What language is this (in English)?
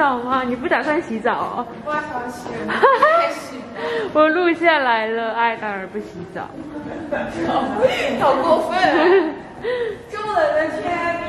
Chinese